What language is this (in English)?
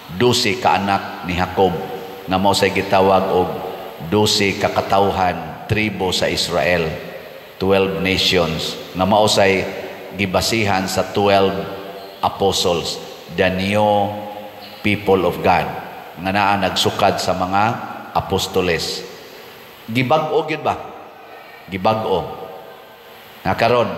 Cebuano